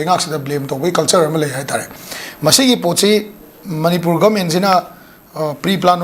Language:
Manipuri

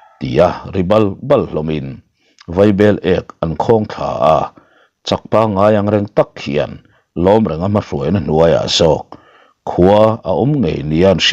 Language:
Mizo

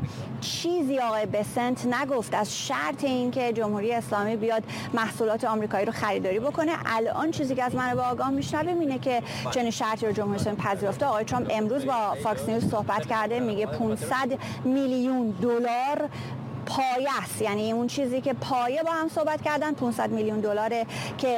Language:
Persian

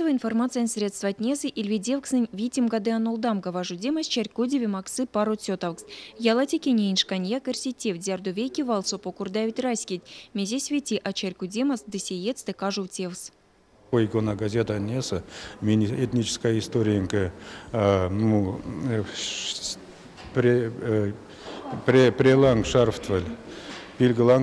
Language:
Erzya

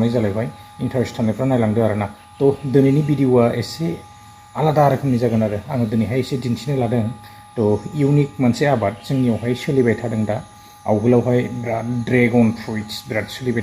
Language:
Bodo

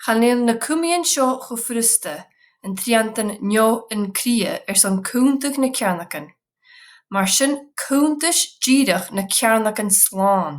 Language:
Scottish Gaelic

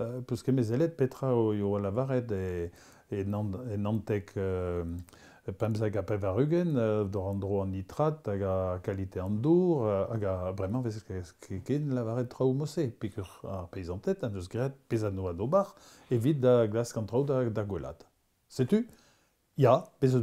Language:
Breton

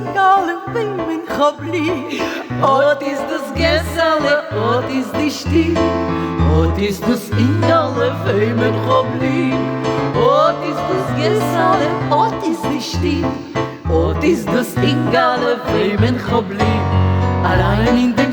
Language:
Yiddish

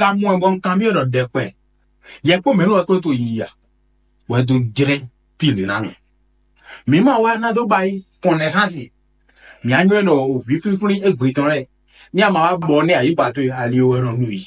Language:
Fon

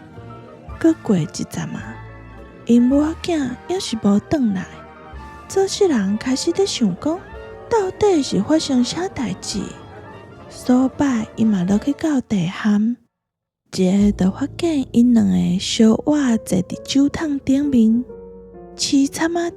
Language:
Min Nan Chinese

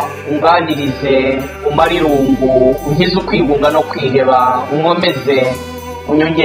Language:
Kinyarwanda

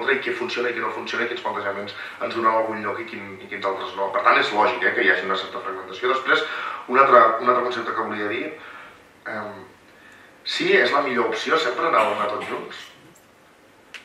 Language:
Catalan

